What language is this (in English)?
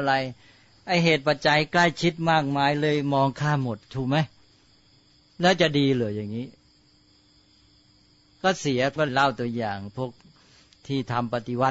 Thai